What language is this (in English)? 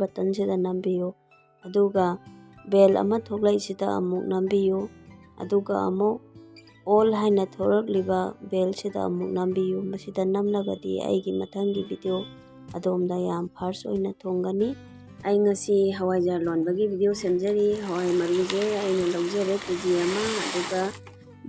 Manipuri